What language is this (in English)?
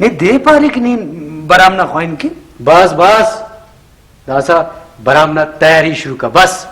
Brahui